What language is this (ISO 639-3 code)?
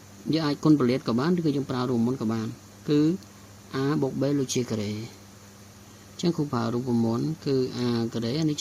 khm